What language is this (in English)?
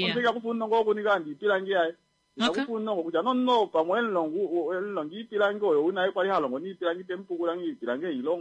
Kuanyama